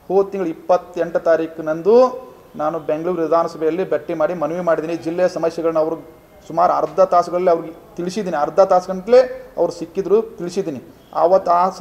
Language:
Kannada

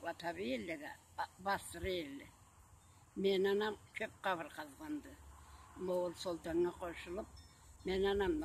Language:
Karachay-Balkar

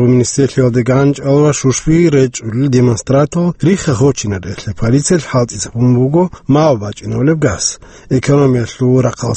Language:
Avaric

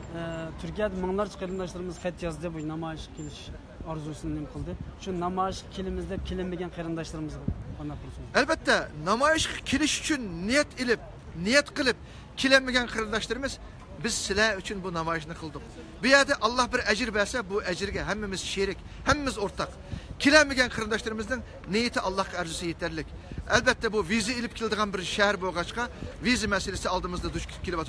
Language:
Uyghur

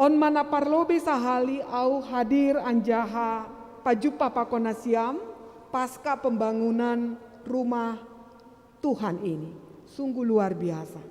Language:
Batak Simalungun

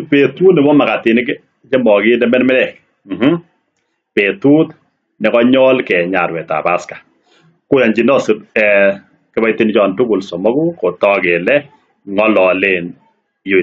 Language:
Kalenjin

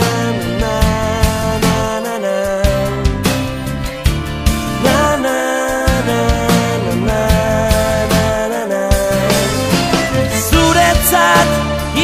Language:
Basque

